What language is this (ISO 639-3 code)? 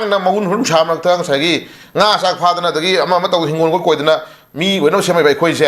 mni